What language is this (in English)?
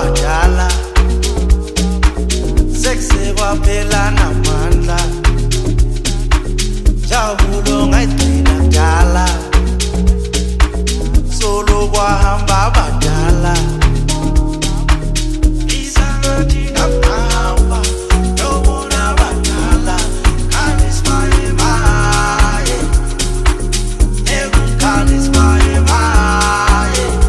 Zulu